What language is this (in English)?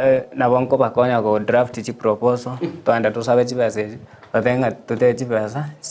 Gusii